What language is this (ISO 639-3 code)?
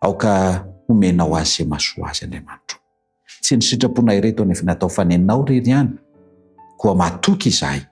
mlg